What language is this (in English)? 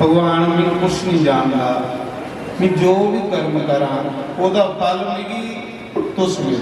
Dogri